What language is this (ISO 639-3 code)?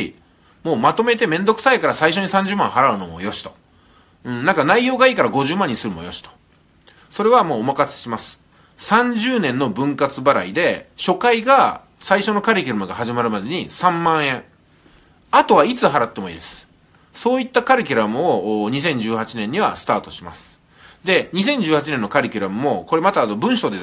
jpn